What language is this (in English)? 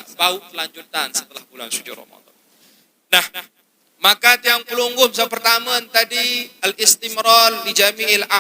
Sasak